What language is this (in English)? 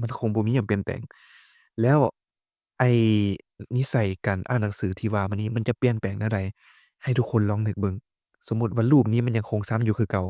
Lao